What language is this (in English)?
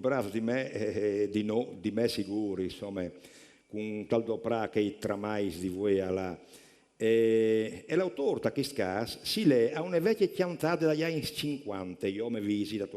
Friulian